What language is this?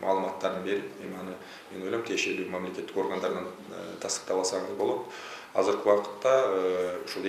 Kyrgyz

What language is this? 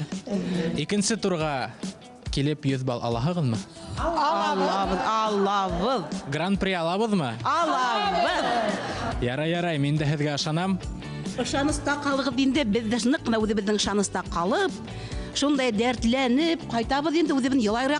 Bashkir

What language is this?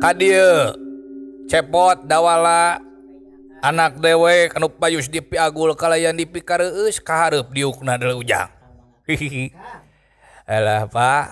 Sundanese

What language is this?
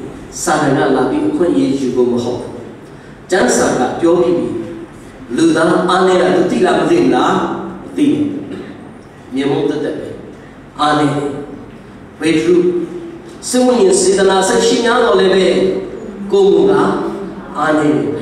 Burmese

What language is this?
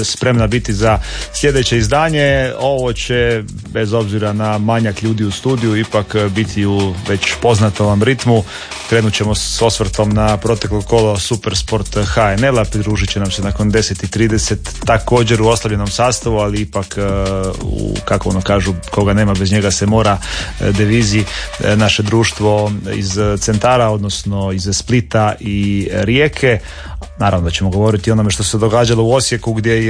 Croatian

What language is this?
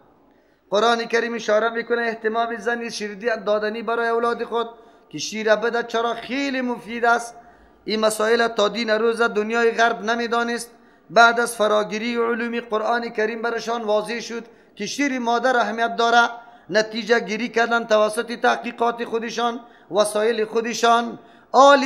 Persian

